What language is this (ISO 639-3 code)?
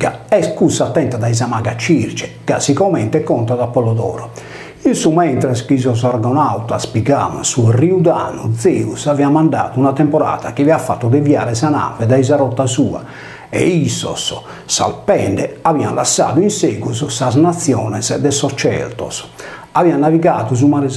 srd